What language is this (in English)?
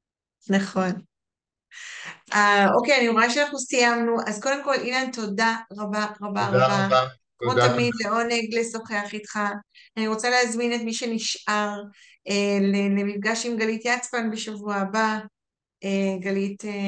Hebrew